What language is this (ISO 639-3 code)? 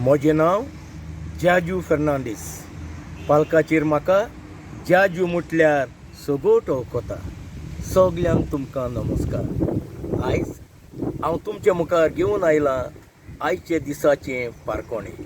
kok